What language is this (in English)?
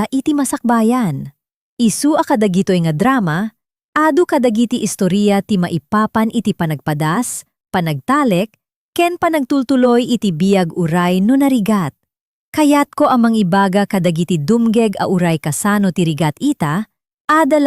Iloko